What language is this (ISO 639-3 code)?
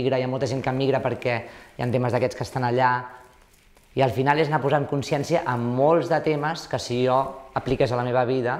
cat